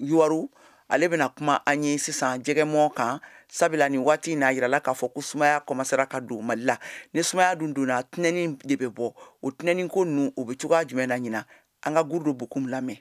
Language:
Bambara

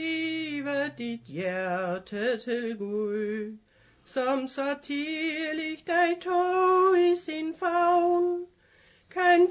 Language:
Danish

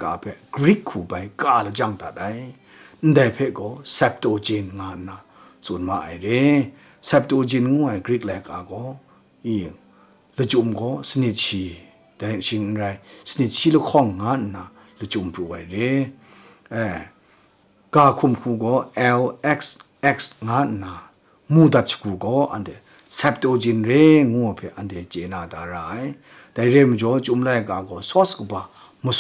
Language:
Kachin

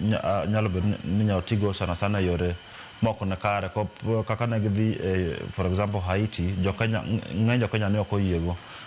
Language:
Luo (Kenya and Tanzania)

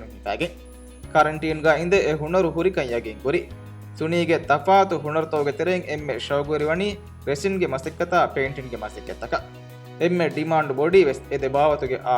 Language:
Divehi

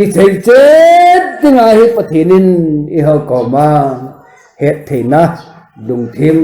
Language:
Thado Chin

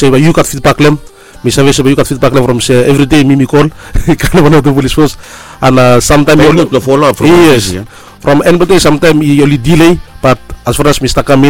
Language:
Bislama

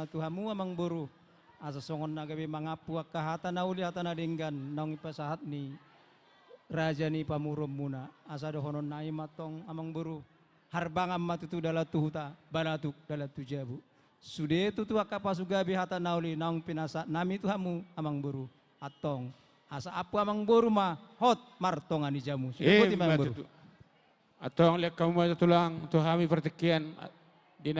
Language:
Batak Toba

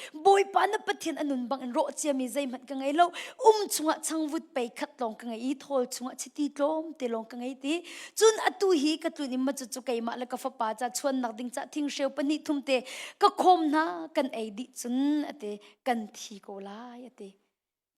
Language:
Hakha Chin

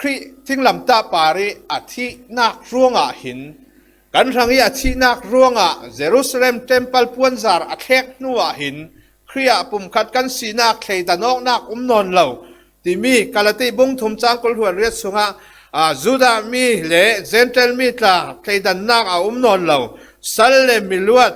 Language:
Falam Chin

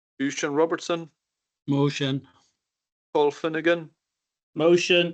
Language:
Scottish Gaelic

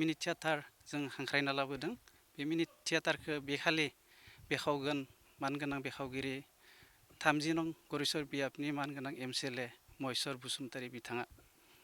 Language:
Bodo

